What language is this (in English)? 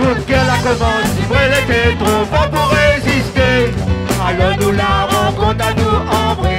Réunion Creole French